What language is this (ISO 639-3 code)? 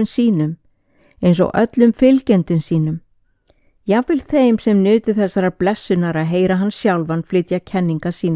isl